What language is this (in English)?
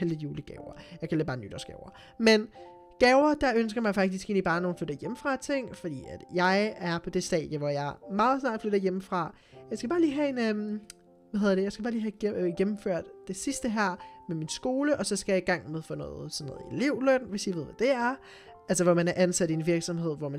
Danish